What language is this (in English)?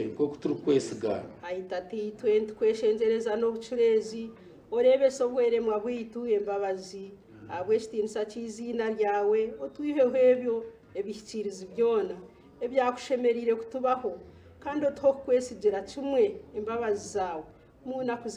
Nyankole